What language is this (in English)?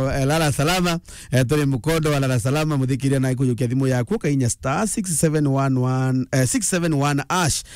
Meru